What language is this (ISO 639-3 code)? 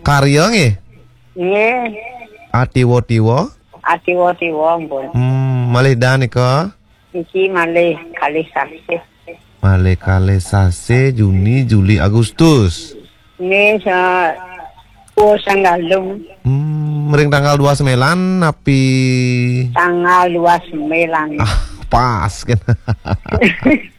ban